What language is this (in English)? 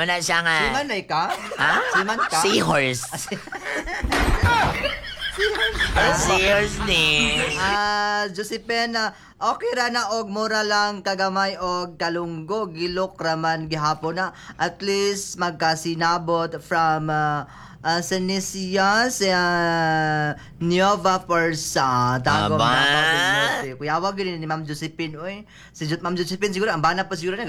Cebuano